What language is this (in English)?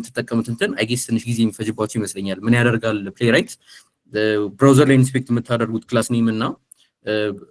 Amharic